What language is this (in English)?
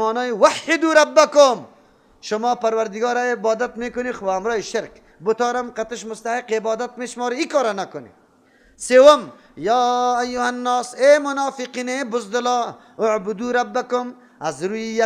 Persian